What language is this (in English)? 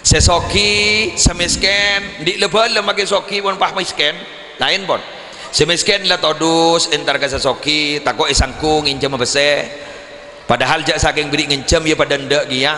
Madurese